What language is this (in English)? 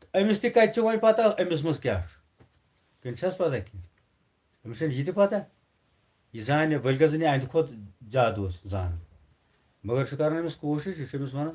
Kashmiri